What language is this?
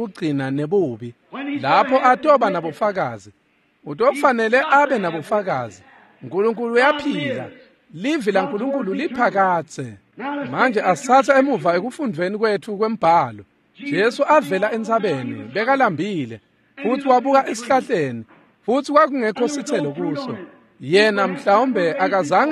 Swati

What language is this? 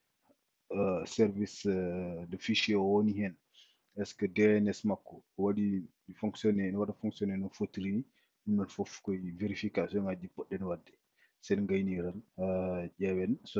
Fula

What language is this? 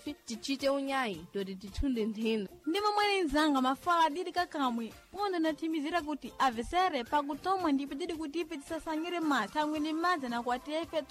Sena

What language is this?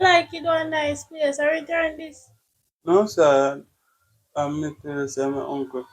Jamaican Creole English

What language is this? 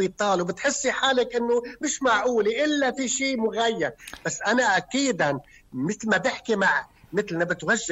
North Levantine Arabic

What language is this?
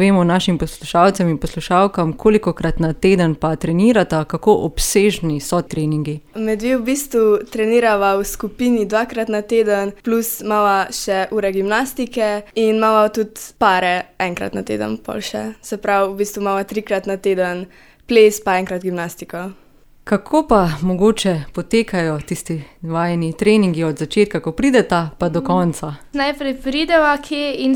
Slovenian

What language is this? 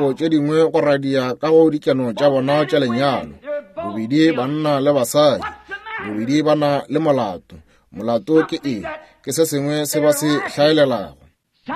Northern Sotho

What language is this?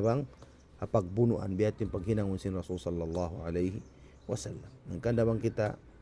Tausug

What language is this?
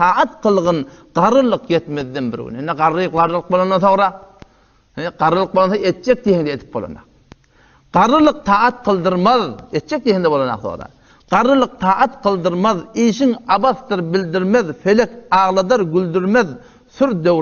Turkmen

